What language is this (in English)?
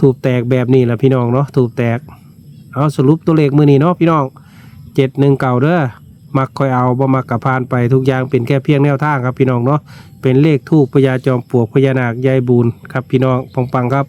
Northeastern Thai